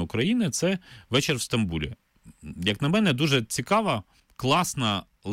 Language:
Ukrainian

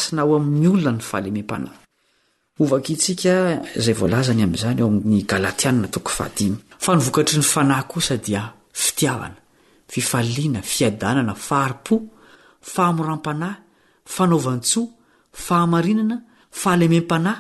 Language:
Malagasy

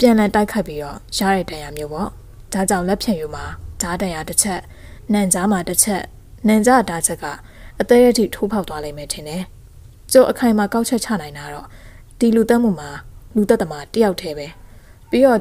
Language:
Burmese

